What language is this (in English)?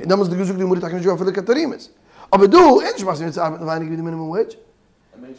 Yiddish